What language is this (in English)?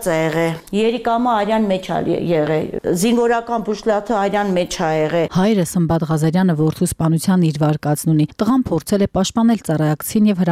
Armenian